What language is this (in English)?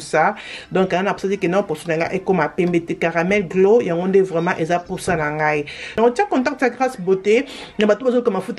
Lingala